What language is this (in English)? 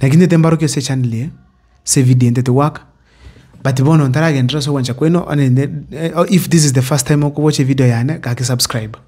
Gusii